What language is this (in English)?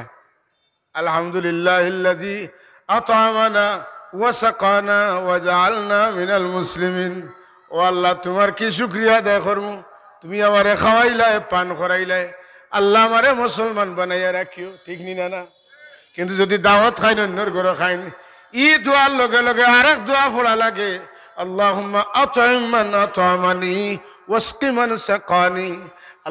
Sylheti